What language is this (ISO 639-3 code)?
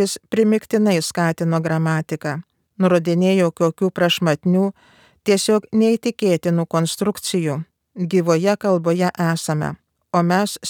lit